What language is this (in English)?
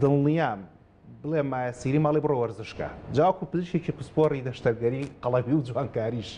Central Kurdish